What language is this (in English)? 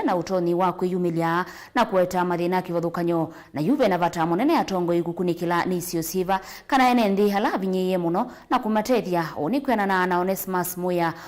Kamba